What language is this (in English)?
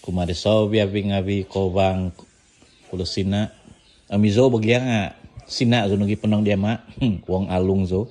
Central Dusun